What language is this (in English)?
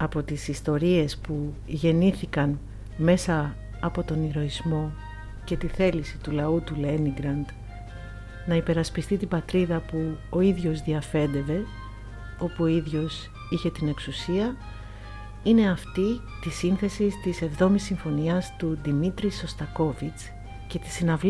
Greek